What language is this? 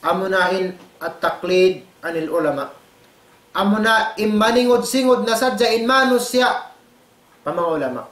Tausug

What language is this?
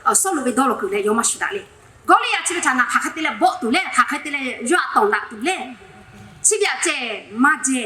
Lahu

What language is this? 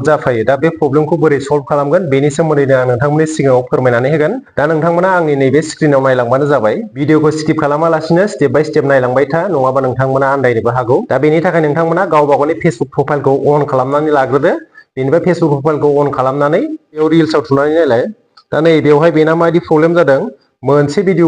Bodo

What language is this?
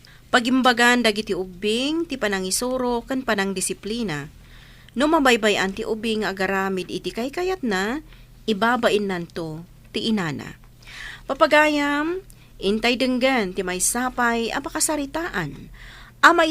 Iloko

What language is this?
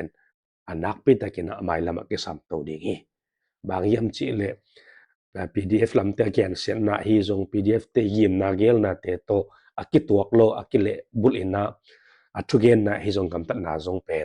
Tedim Chin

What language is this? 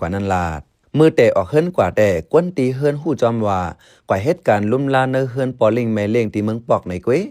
Shan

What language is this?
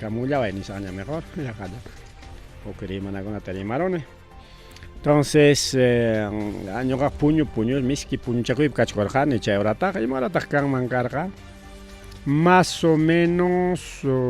Ayacucho Quechua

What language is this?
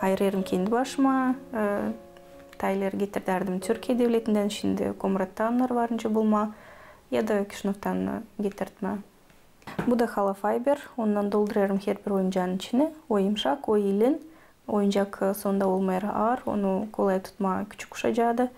Gagauz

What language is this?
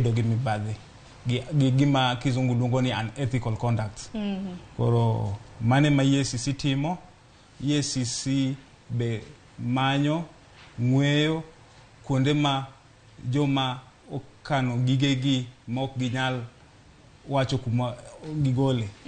Luo (Kenya and Tanzania)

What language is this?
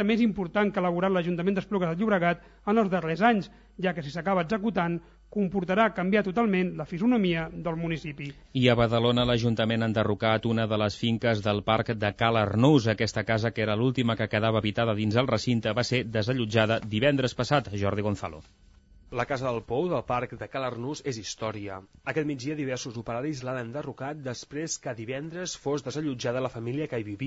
Catalan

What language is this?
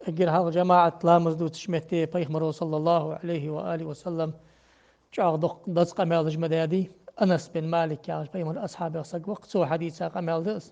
Ingush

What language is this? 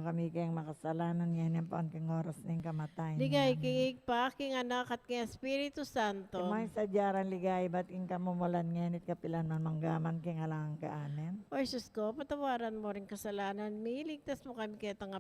Pampanga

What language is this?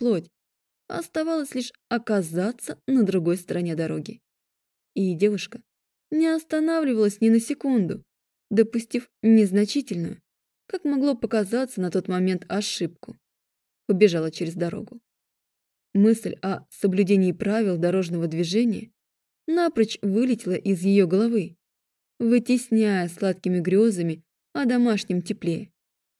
Russian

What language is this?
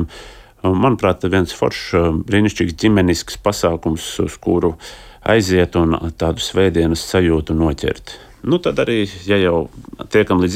Latvian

